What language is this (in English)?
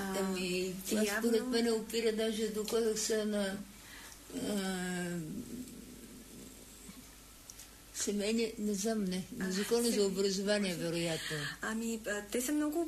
Bulgarian